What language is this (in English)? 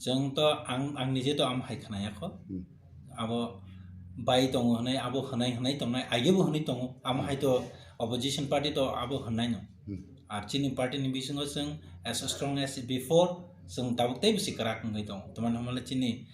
Kok Borok